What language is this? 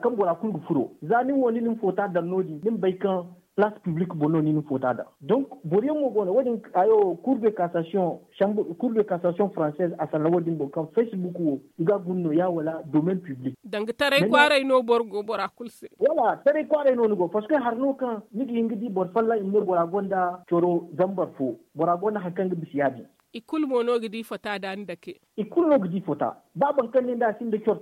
Zarma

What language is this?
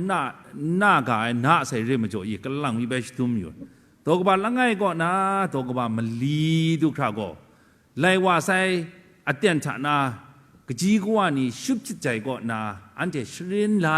Kachin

